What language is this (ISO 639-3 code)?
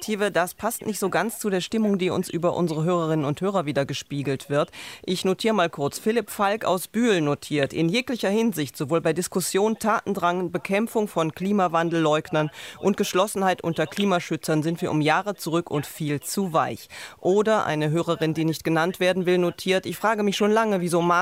deu